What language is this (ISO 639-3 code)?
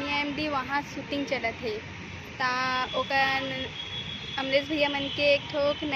hne